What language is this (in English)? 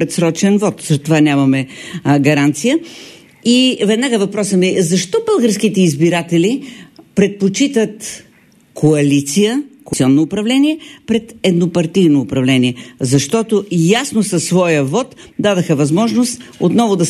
Bulgarian